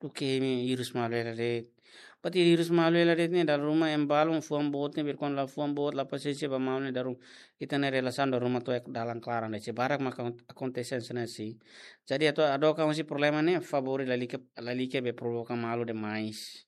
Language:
Tetum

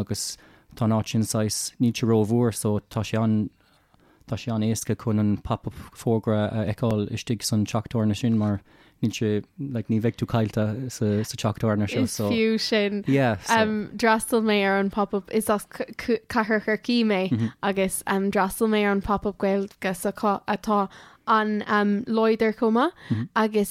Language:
Irish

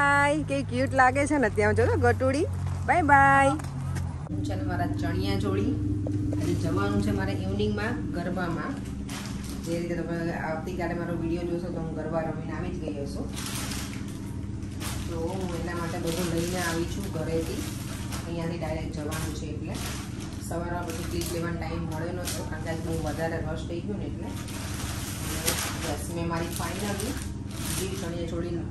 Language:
Gujarati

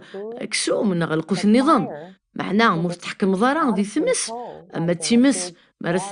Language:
Kabyle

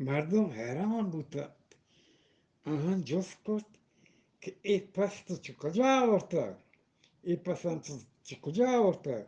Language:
Eastern Balochi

